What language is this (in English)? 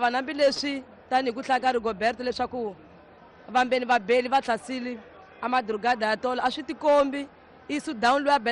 Tsonga